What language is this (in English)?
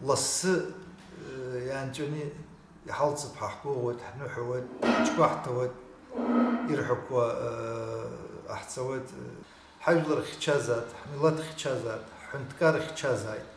Abkhazian